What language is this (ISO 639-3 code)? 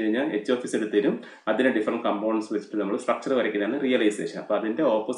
mal